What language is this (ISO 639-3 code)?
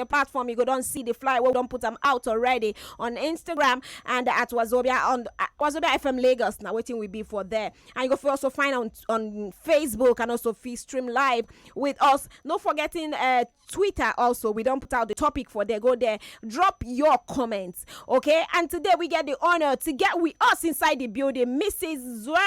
pcm